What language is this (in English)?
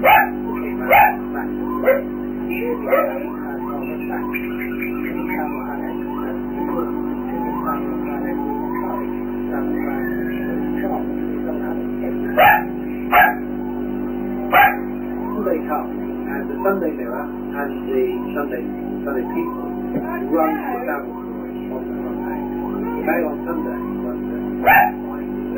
English